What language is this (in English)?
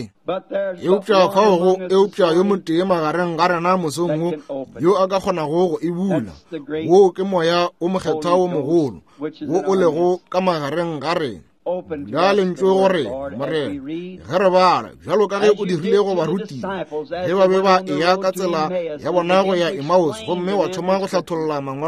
Northern Sotho